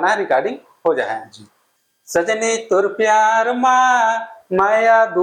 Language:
Chhattisgarhi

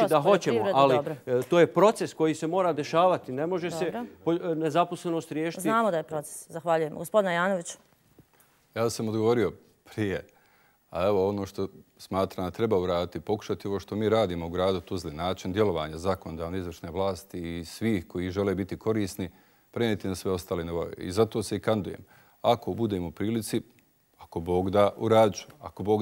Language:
Bosnian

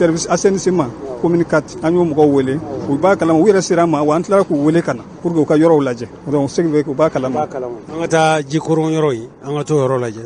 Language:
Bambara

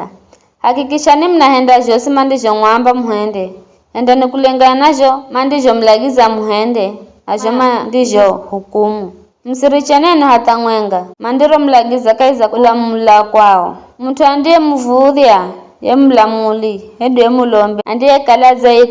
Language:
Giryama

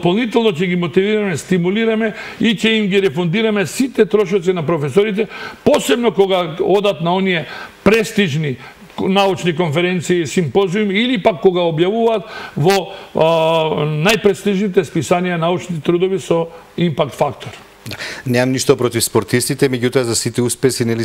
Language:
Macedonian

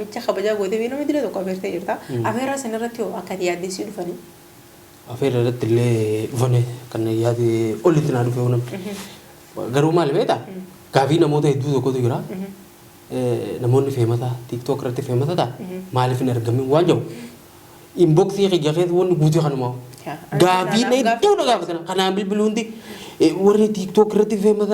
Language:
Oromo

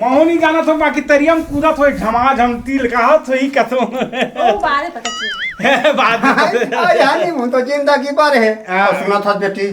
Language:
Chhattisgarhi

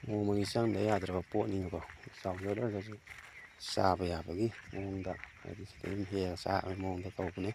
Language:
Manipuri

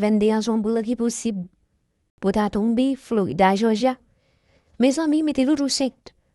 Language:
Haitian Creole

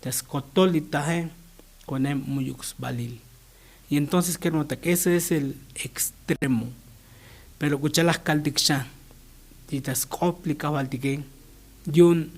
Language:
Tzotzil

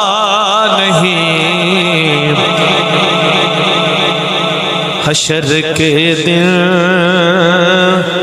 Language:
Urdu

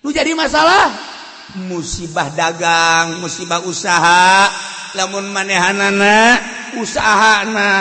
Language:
Sundanese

